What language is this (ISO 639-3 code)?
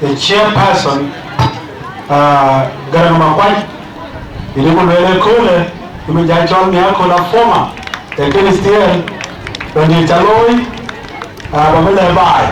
din